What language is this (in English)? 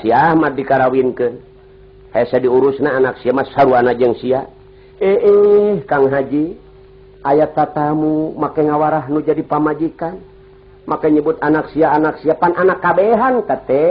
Sundanese